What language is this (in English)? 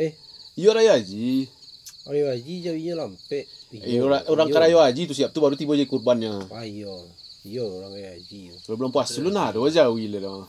Minangkabau